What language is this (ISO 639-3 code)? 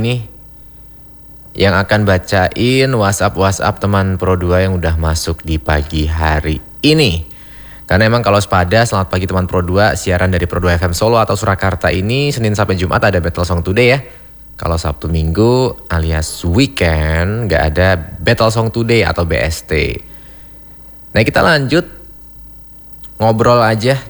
ind